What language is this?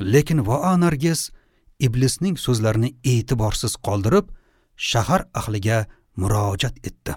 Uzbek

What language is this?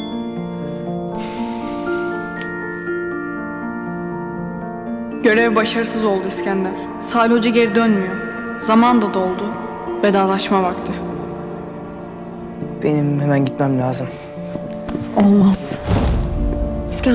Turkish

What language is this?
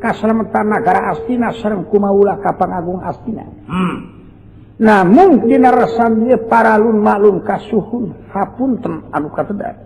Sundanese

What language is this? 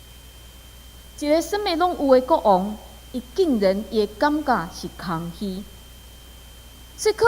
Min Nan Chinese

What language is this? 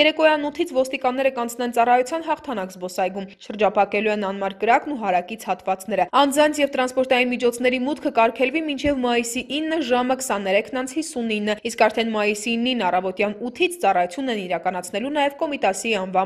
Armenian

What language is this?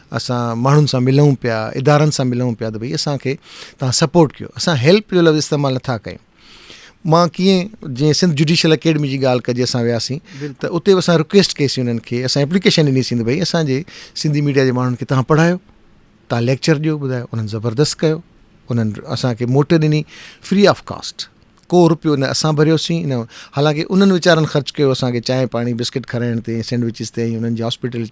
Sindhi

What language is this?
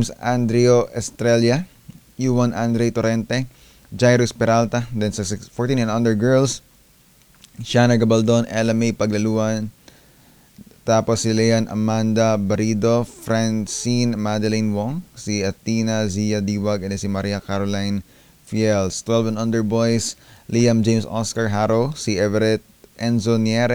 Filipino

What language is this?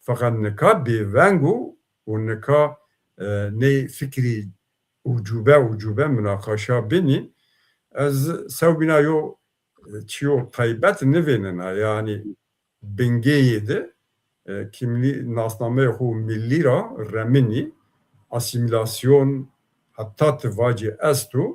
Zaza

